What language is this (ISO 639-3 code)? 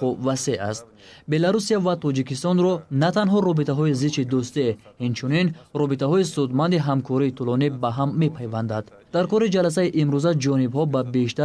tgk